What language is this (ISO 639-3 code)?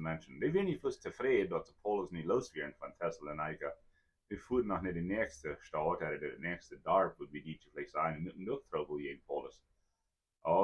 pdt